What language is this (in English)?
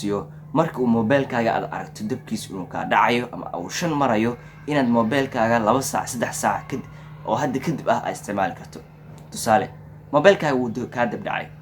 Somali